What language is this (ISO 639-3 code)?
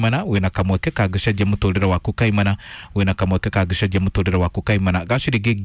kik